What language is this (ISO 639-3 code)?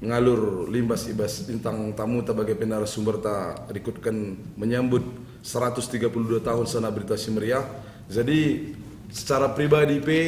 btx